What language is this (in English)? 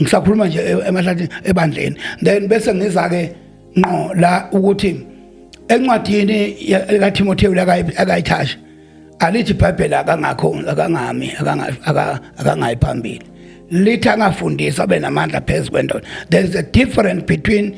Zulu